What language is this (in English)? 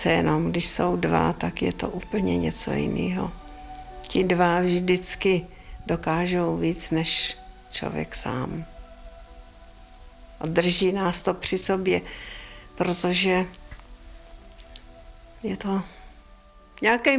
Czech